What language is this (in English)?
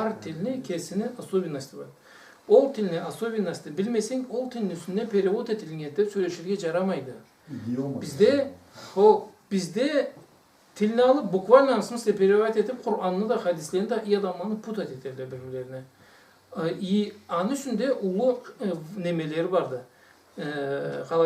Karachay-Balkar